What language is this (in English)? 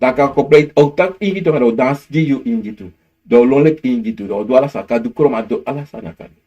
Sranan Tongo